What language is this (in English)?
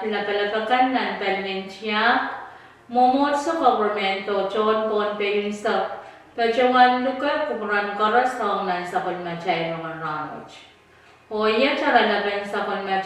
Pohnpeian